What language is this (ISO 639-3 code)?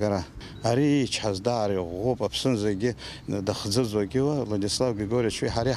abk